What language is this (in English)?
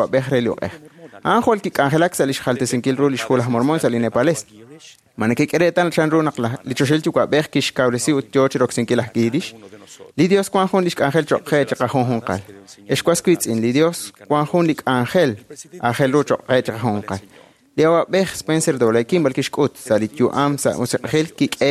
Kekchí